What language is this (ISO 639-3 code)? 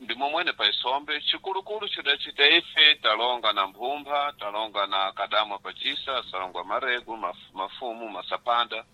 seh